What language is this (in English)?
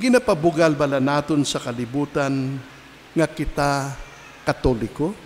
Hiligaynon